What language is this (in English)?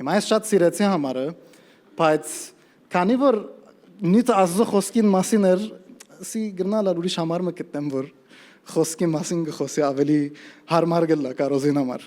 Western Armenian